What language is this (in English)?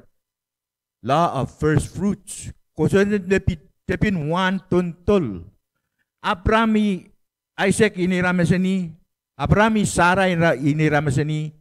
Pohnpeian